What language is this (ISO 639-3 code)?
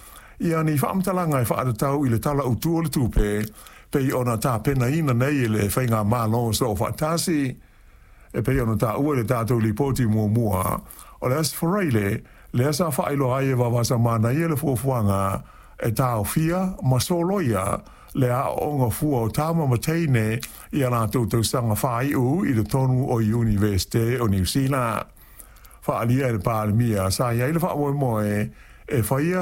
smo